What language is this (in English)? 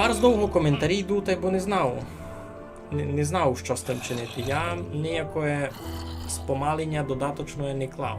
Rusyn